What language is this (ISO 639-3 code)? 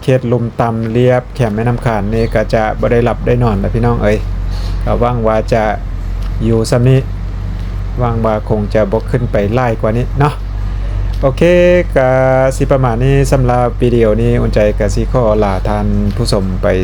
lao